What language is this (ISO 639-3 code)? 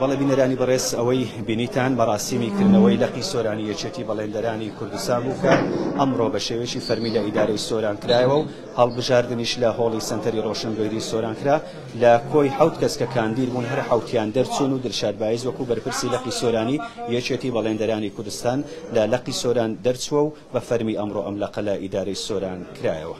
ckb